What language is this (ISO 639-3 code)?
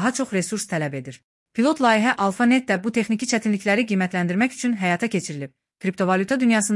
aze